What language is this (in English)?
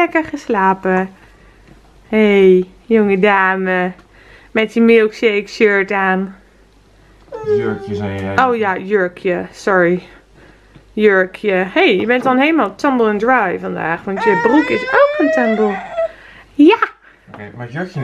Dutch